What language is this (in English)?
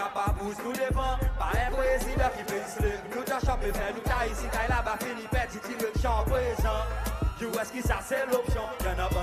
Seselwa Creole French